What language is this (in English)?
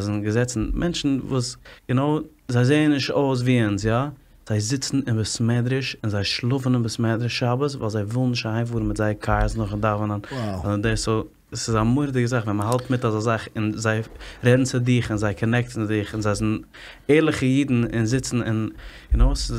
Yiddish